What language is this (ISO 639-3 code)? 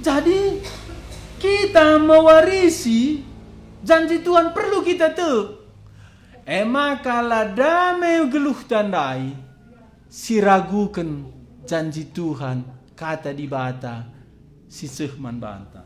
btx